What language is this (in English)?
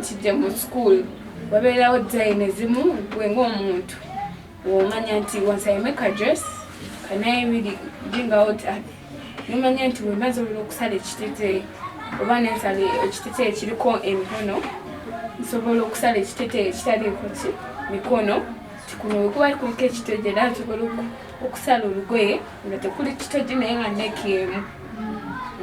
Ganda